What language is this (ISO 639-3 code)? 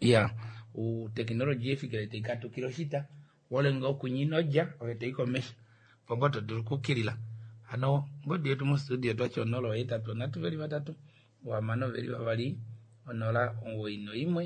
kua